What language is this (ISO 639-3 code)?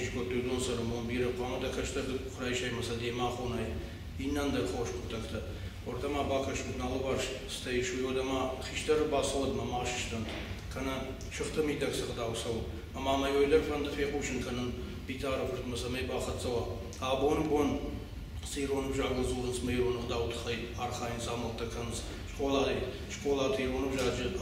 oss